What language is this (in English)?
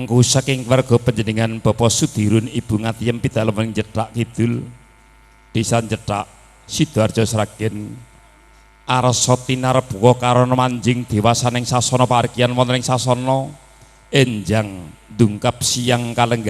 Javanese